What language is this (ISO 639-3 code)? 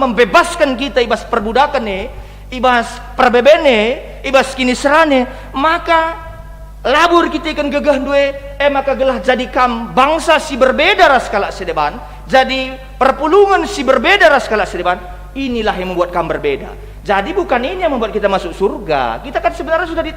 btx